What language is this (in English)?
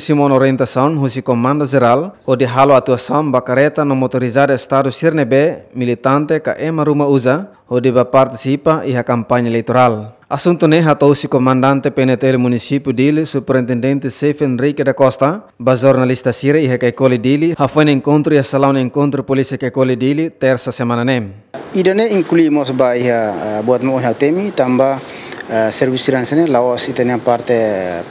Tetum